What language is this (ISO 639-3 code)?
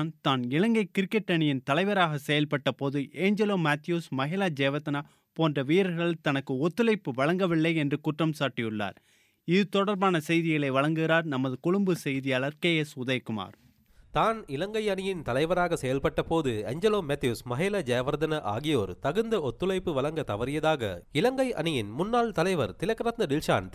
tam